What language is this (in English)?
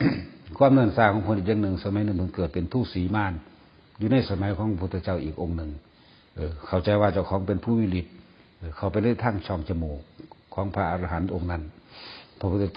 Northeastern Thai